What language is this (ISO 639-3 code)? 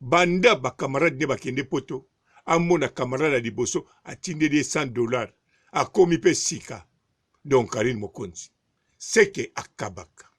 lin